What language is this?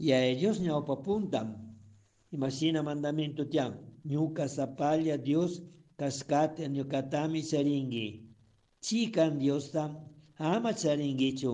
Chimborazo Highland Quichua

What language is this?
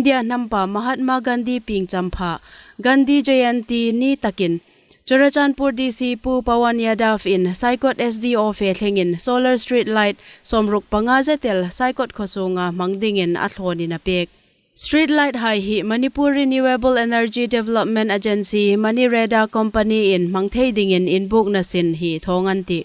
Hmar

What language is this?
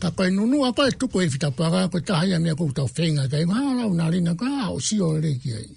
Tongan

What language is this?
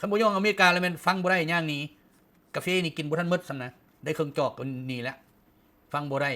Lao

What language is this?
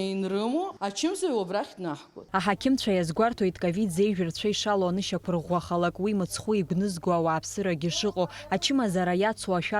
Abkhazian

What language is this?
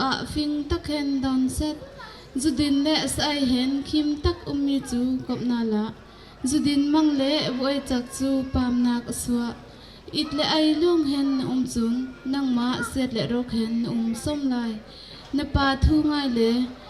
Bawm Chin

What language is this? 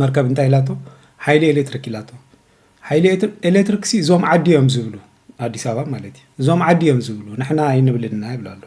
Tigrinya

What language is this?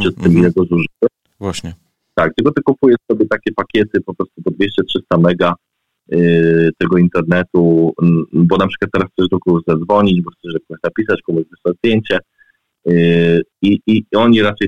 Polish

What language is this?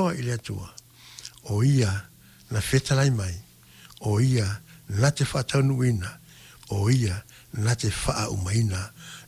Samoan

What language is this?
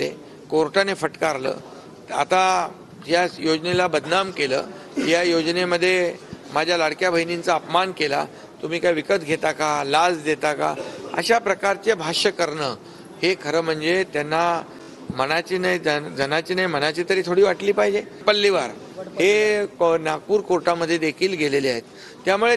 Marathi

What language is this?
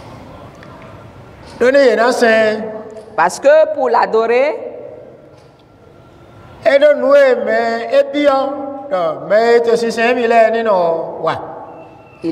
French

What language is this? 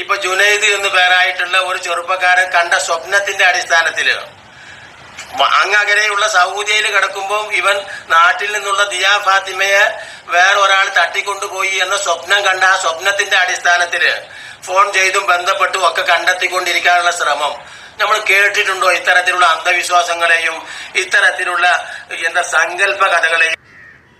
Malayalam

